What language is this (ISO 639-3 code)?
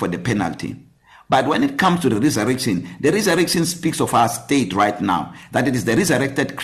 eng